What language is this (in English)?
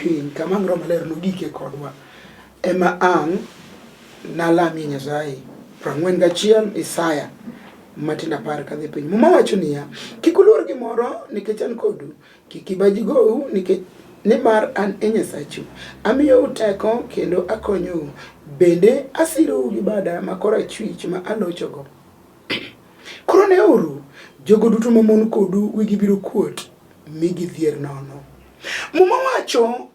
Luo (Kenya and Tanzania)